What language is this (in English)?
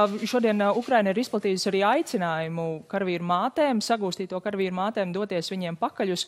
Latvian